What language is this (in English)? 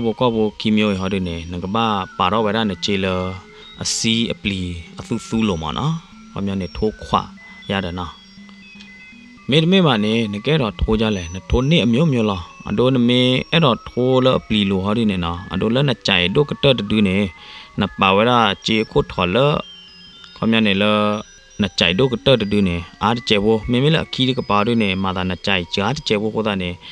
S'gaw Karen